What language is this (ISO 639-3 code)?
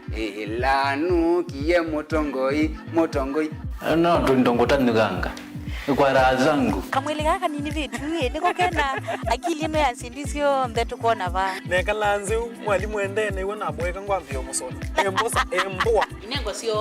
kam